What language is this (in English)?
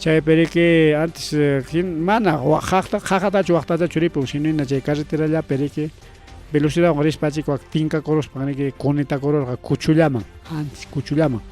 Ayacucho Quechua